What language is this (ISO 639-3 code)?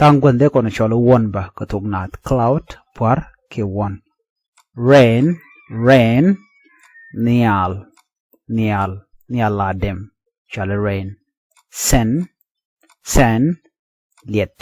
nus